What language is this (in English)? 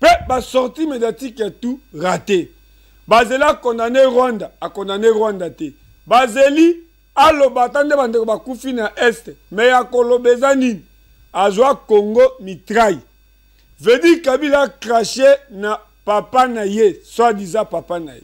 Lingala